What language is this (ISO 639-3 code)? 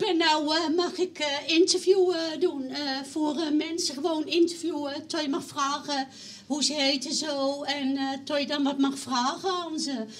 nld